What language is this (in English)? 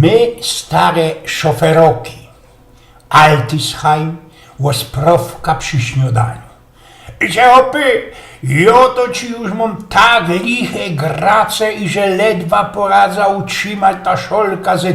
Silesian